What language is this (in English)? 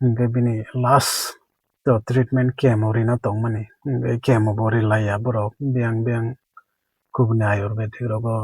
Kok Borok